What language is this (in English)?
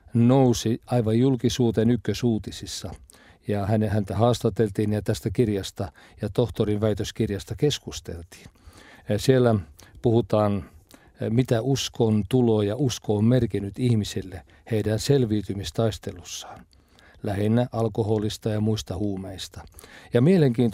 Finnish